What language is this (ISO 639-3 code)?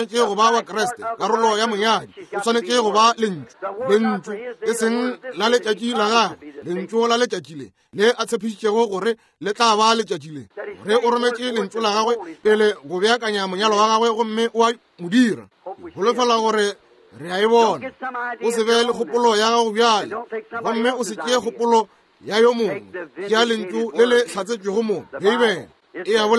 nso